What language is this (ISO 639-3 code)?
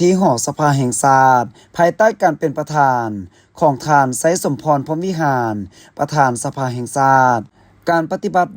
lao